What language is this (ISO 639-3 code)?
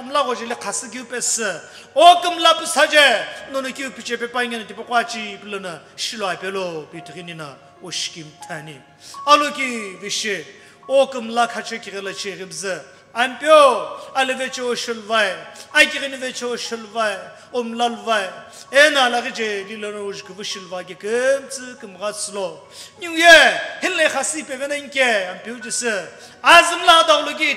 nsm